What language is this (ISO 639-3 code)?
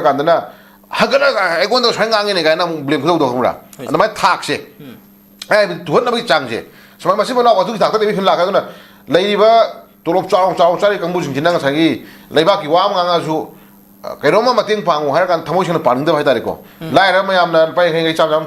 mni